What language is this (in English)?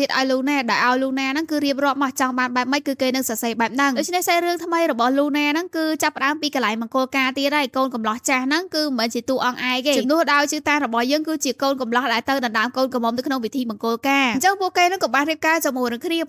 Khmer